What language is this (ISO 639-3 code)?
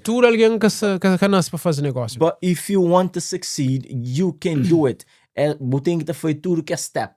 kea